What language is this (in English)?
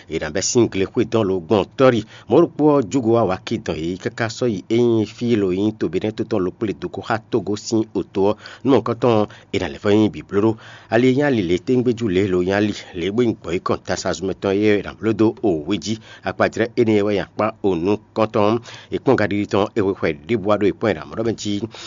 Fon